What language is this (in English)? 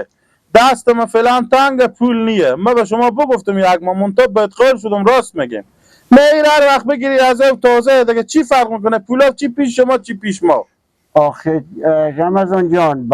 Persian